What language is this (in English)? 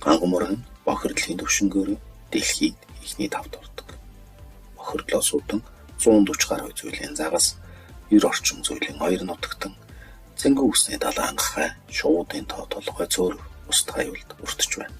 Mongolian